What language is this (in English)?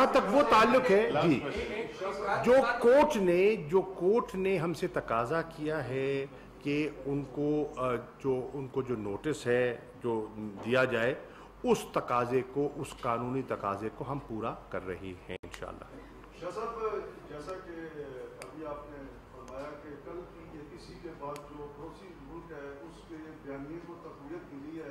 Urdu